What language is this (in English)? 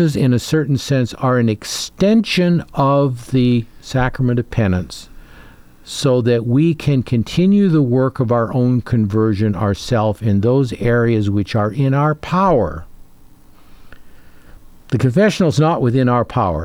English